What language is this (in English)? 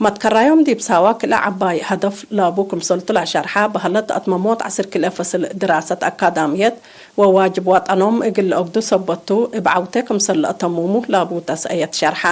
Tigre